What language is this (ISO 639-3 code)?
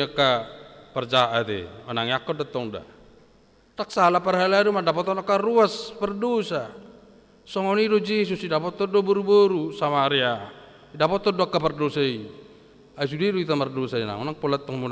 bbc